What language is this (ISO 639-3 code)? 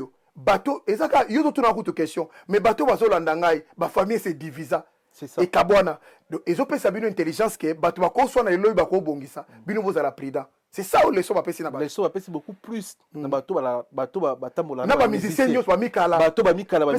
lin